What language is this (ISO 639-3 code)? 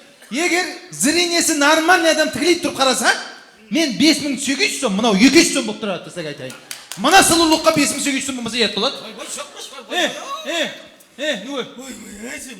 kaa